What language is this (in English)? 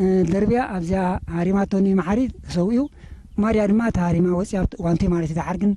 Tigrinya